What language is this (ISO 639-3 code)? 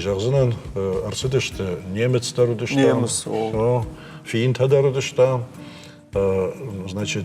oss